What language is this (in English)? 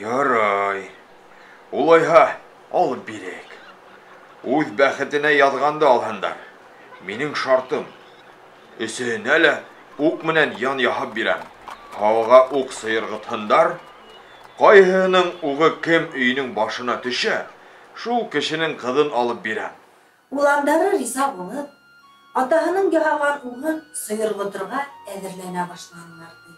Bashkir